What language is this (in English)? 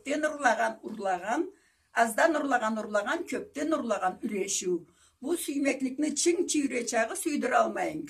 Karachay-Balkar